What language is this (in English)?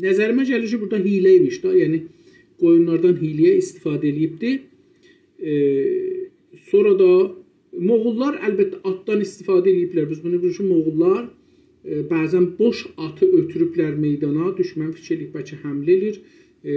South Azerbaijani